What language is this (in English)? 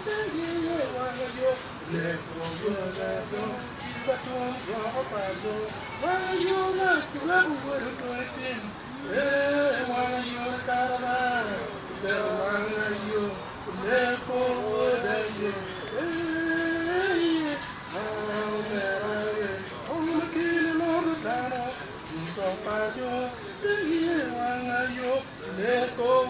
Acoli